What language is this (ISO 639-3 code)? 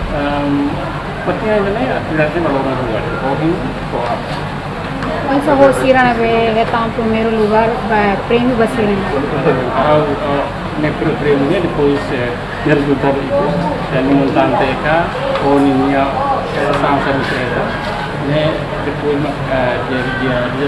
tet